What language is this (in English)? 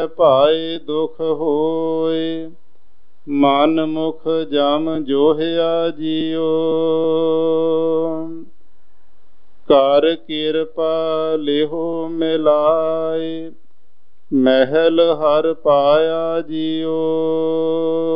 Punjabi